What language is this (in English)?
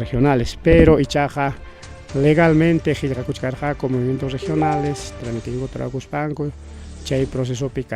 Ayacucho Quechua